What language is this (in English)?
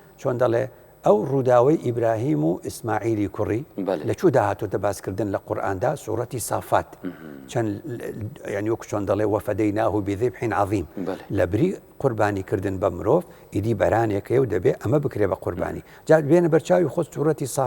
Central Kurdish